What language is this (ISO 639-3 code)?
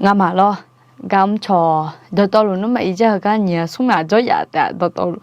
ahk